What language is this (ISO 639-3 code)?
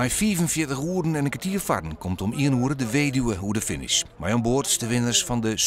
fry